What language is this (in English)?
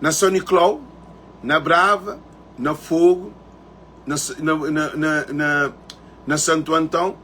Kabuverdianu